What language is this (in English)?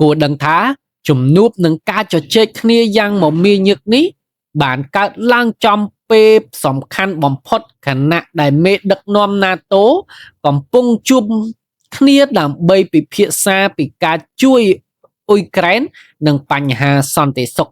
Khmer